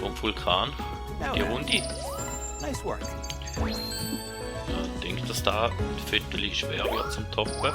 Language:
Swiss German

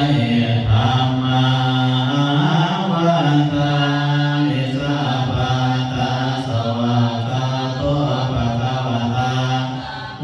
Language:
Pali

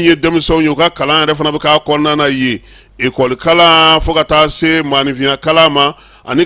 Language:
Bambara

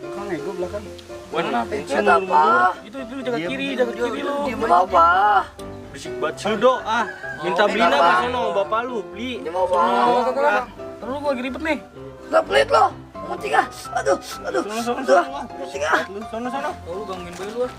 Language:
Betawi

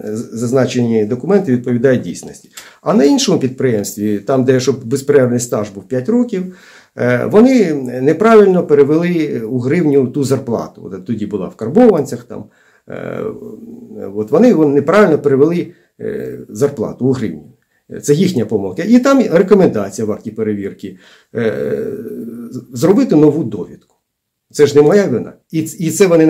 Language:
Ukrainian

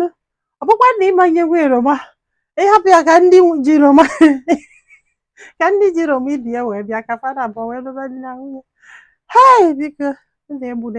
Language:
Igbo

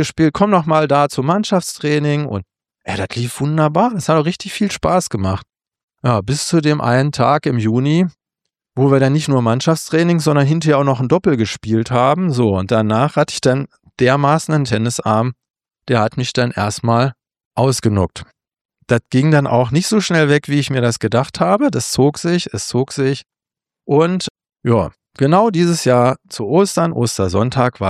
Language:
German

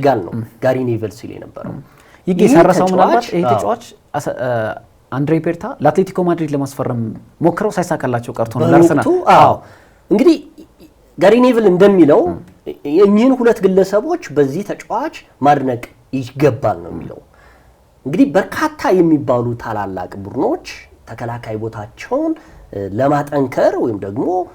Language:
Amharic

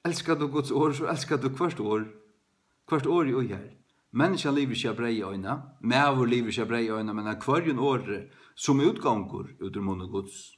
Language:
Faroese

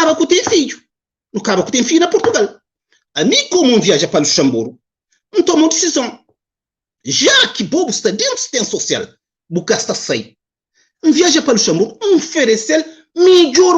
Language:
Kabuverdianu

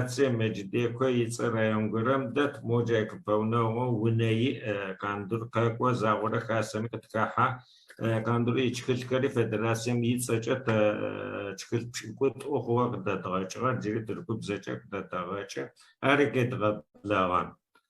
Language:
Adyghe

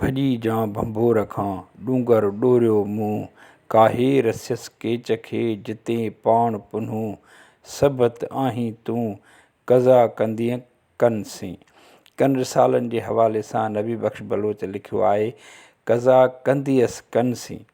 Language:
Sindhi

